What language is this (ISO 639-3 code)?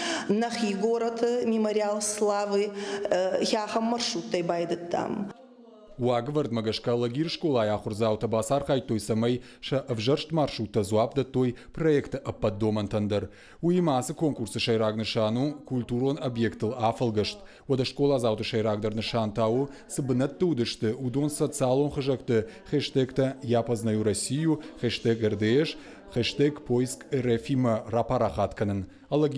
oss